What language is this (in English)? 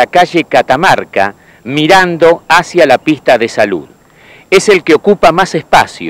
Spanish